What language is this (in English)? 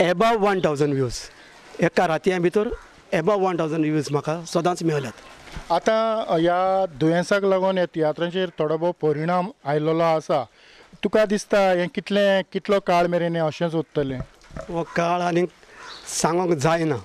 Konkani